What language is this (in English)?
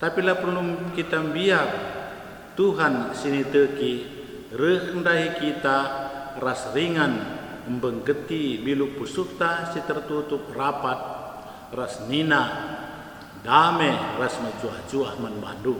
Batak Karo